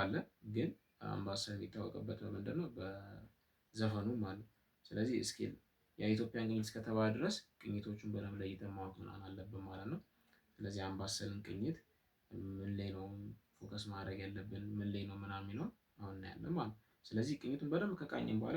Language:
Amharic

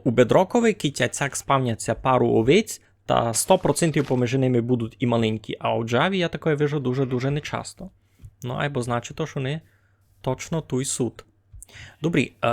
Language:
Rusyn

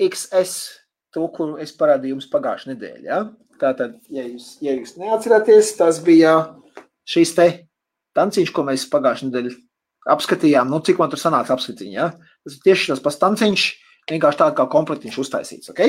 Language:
Latvian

